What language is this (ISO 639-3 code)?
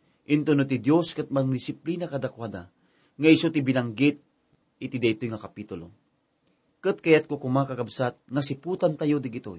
ilo